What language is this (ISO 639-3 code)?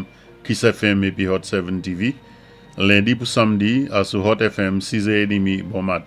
acf